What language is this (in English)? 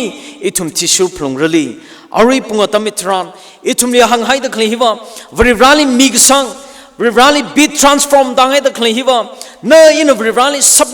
Tangkhul Naga (India)